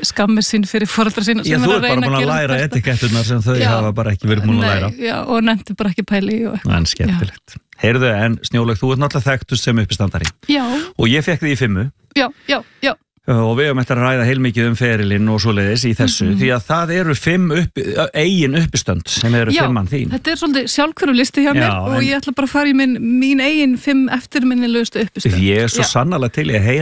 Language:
Icelandic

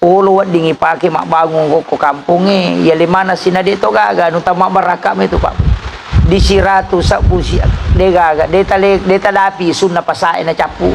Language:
Buginese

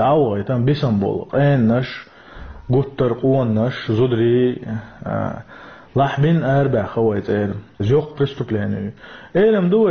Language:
Chechen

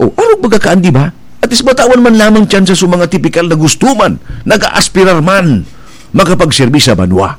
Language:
Bikol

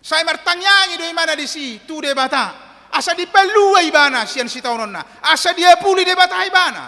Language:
Batak Toba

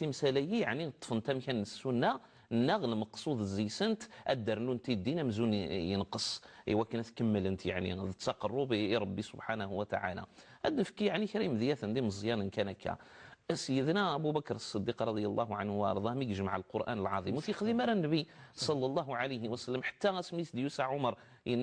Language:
Kabyle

